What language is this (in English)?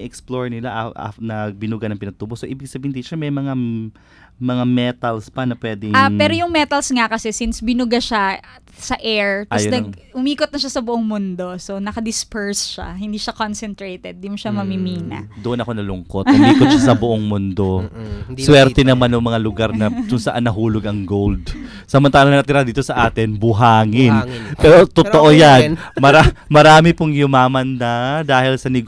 Filipino